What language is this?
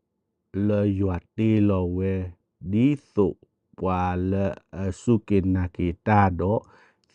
S'gaw Karen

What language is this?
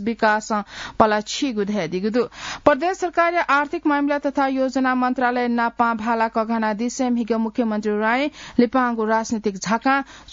Newari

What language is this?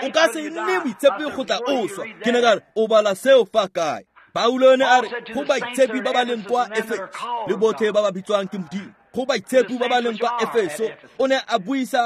Tswana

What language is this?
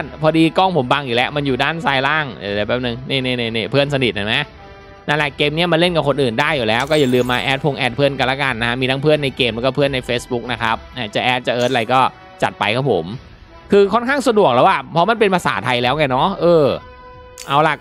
Thai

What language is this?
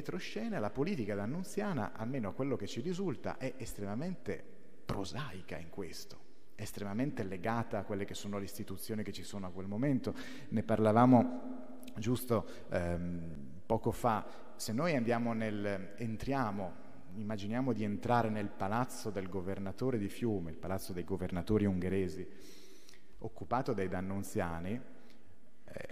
Italian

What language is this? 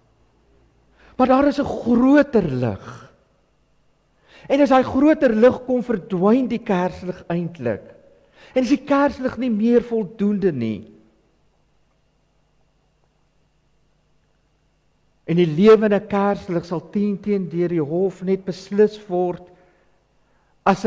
Afrikaans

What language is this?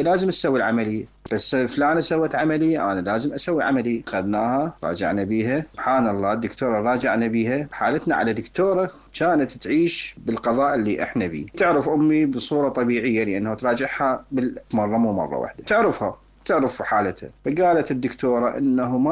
Mesopotamian Arabic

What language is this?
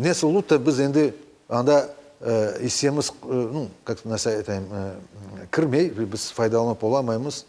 Crimean Tatar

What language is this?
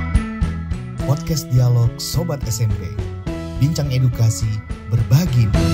Indonesian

